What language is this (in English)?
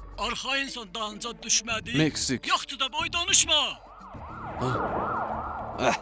South Azerbaijani